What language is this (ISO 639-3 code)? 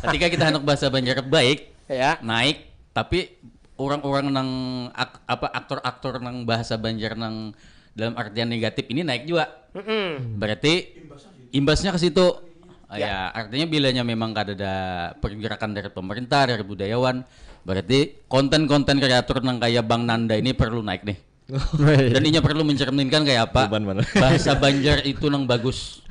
bjn